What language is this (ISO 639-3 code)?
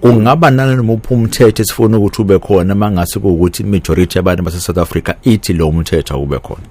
zul